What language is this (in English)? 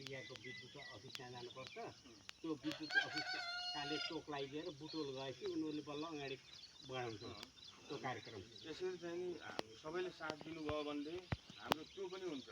Nepali